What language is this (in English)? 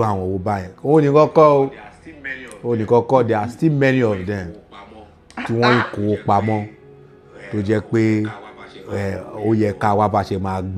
Yoruba